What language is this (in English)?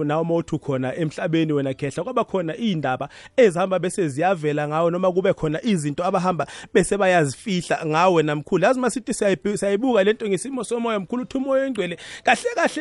South Ndebele